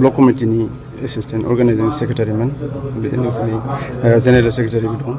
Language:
Bodo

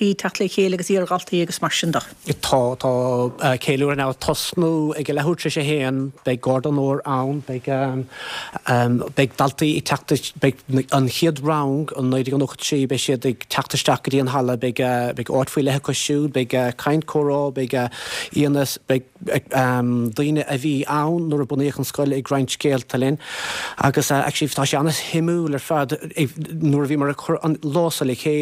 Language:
Irish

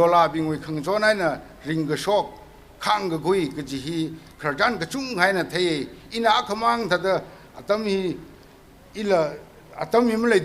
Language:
Tangkhul Naga (India)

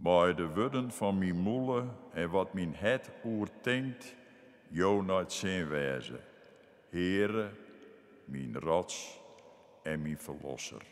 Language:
Western Frisian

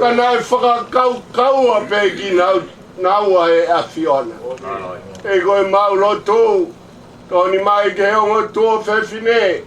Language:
Tongan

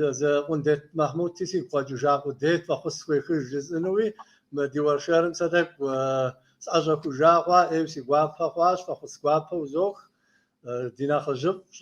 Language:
Kabardian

